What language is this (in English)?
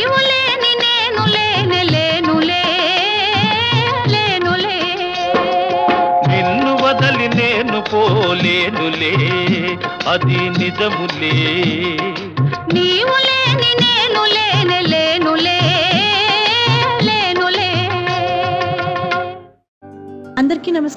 Telugu